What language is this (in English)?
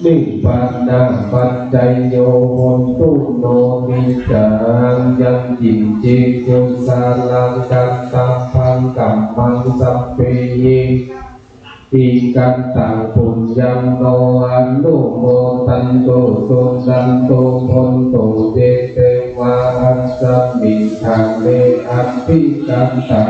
Pali